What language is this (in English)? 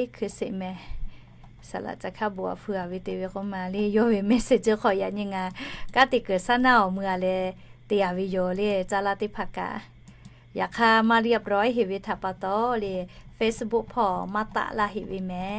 Lahu